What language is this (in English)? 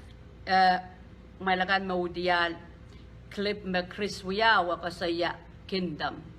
Pohnpeian